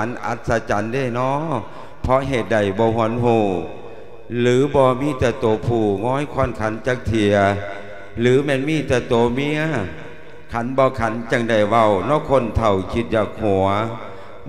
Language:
Lao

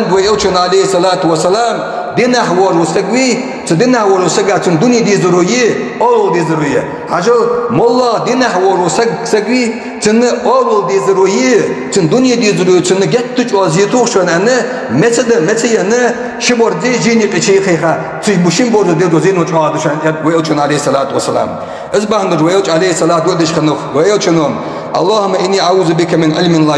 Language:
Ingush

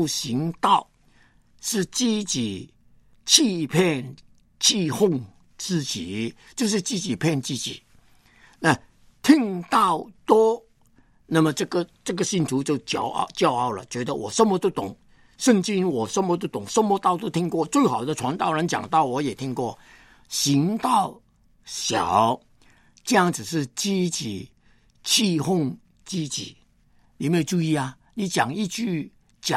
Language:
Chinese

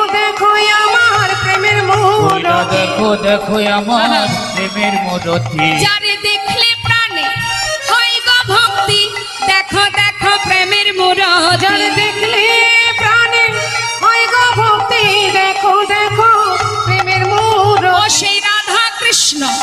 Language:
Bangla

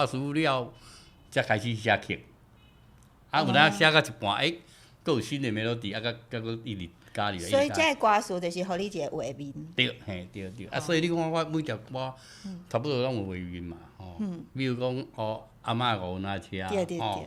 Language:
Min Nan Chinese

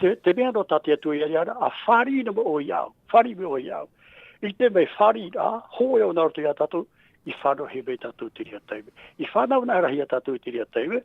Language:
Tahitian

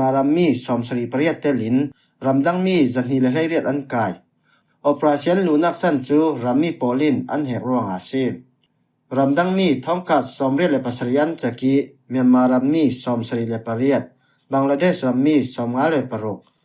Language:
Falam Chin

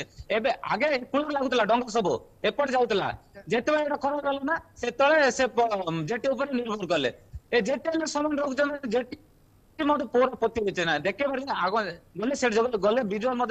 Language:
Odia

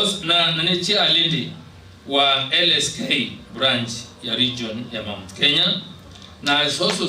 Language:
Meru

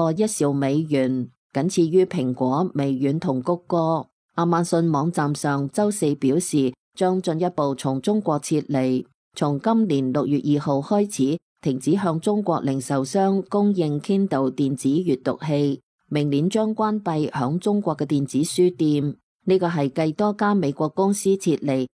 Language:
Cantonese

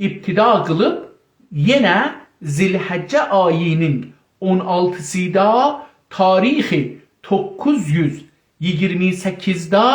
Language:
South Azerbaijani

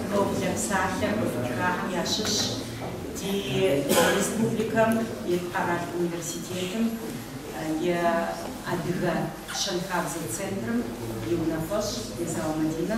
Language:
Kabardian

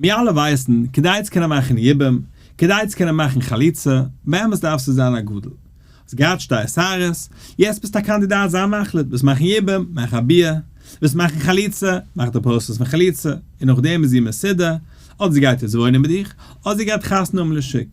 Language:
Yiddish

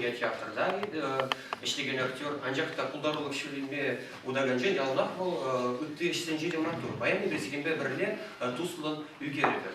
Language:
Chuvash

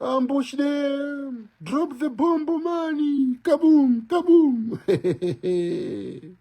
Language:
Nyanja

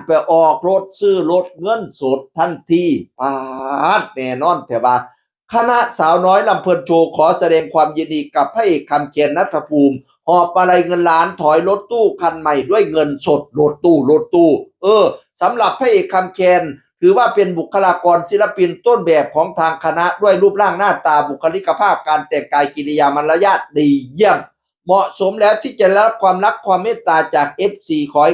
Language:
Northeastern Thai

